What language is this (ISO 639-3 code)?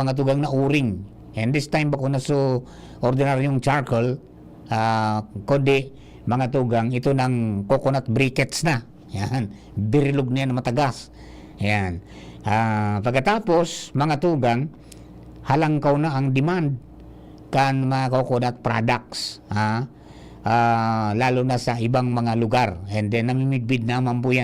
bik